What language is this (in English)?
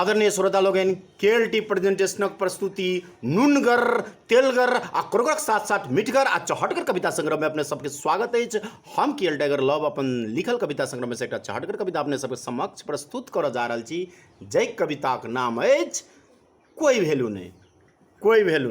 Maithili